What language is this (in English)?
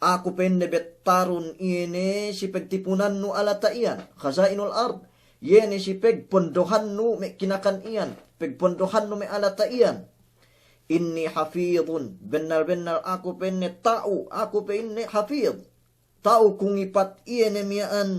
Yakan